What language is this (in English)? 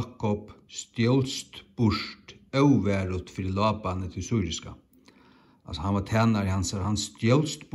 Faroese